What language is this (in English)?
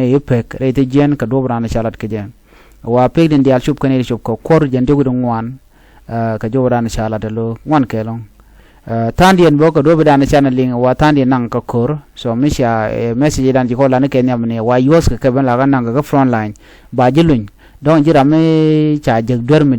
Nuer